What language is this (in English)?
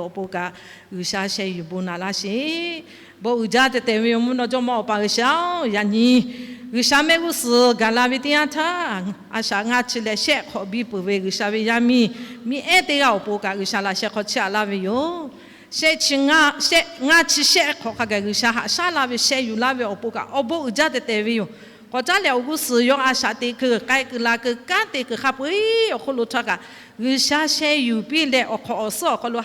Lahu